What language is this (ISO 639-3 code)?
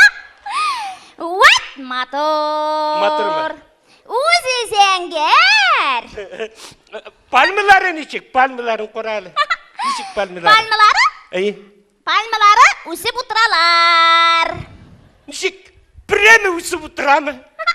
tat